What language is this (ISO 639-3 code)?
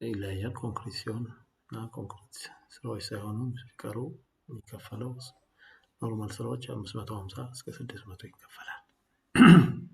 amh